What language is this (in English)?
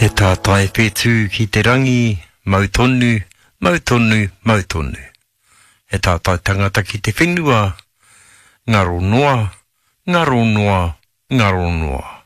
Māori